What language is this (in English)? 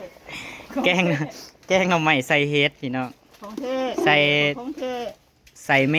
Northeastern Thai